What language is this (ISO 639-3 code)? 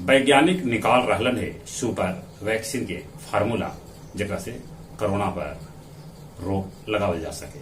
mag